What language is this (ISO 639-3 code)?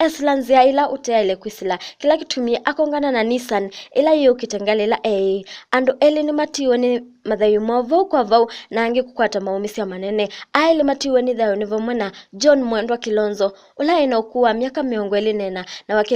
kam